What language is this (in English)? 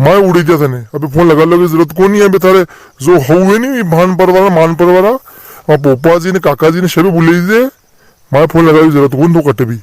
Rajasthani